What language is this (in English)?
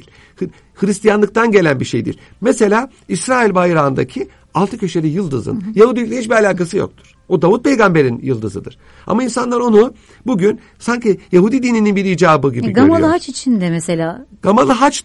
Turkish